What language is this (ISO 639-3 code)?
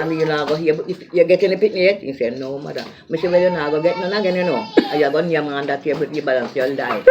jam